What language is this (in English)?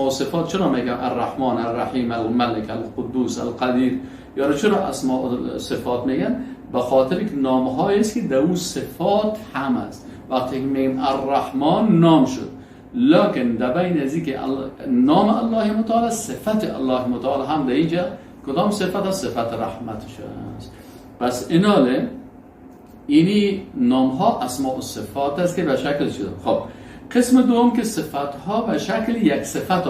Persian